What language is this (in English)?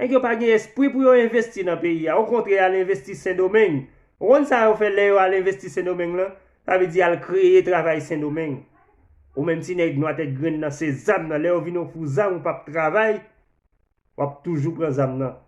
Haitian Creole